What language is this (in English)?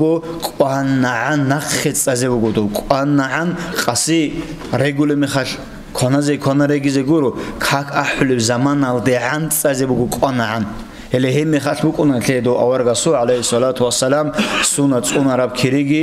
Avaric